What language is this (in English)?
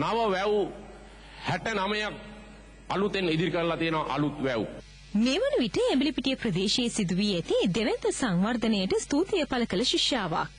Sinhala